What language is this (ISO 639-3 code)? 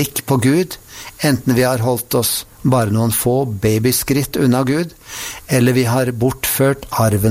nor